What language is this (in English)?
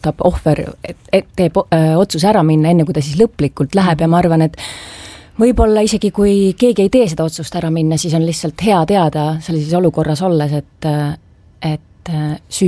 Estonian